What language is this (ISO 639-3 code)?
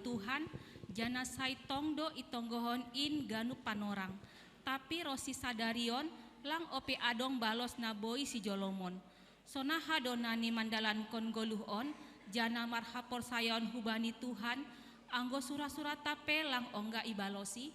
bts